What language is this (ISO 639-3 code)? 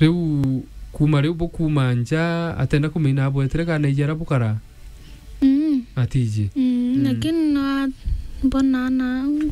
mer